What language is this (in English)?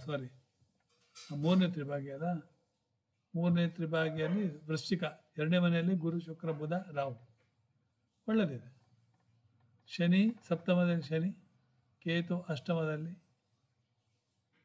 Kannada